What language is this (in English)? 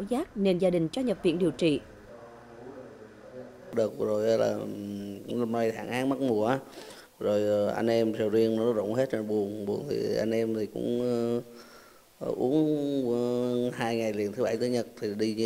Vietnamese